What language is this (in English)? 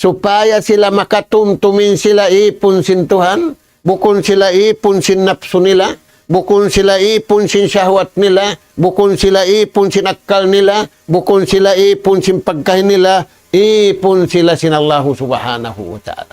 Tausug